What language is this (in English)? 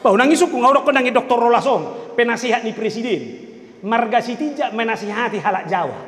Batak Toba